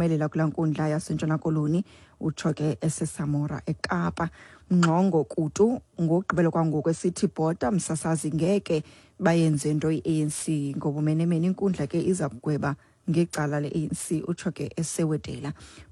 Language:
Xhosa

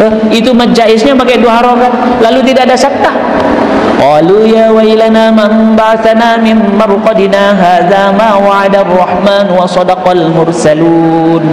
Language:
Sasak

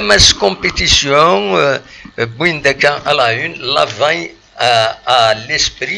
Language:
Kabyle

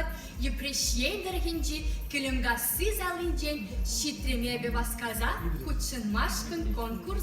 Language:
Chuvash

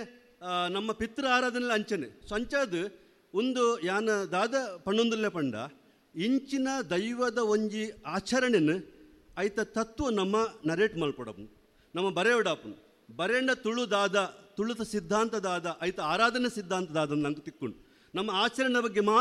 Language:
Tulu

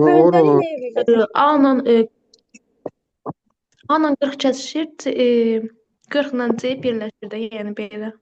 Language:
Azerbaijani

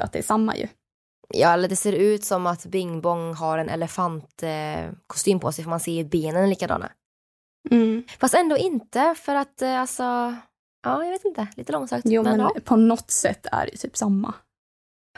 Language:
Swedish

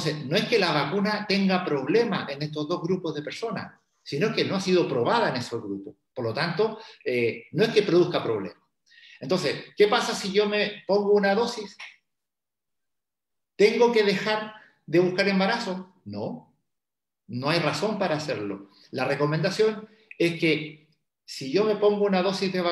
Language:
Spanish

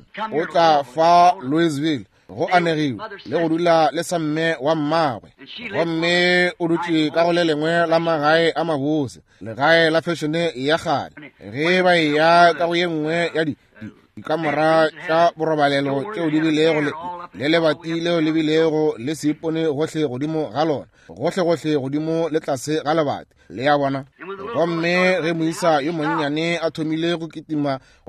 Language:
Northern Sotho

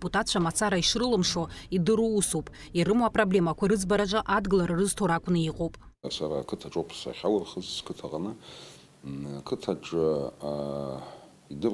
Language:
Abkhazian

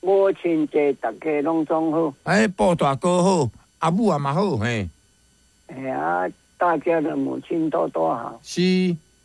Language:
Min Nan Chinese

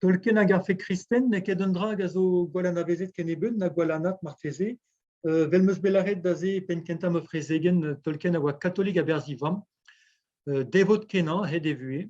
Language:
Breton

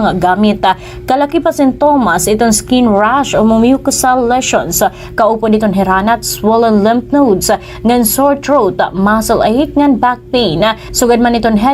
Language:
Waray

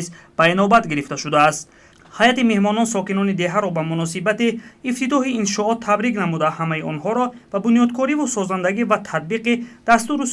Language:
Tajik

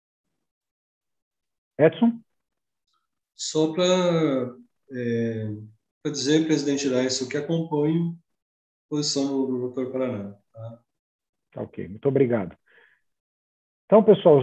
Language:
Portuguese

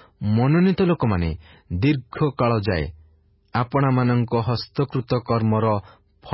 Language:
Odia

